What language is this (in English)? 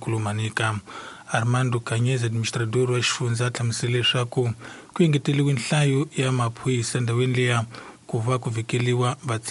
Tsonga